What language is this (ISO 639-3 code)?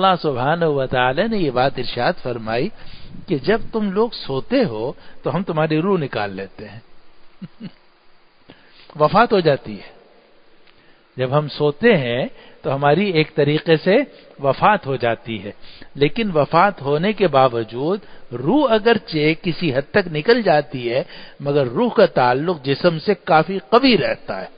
urd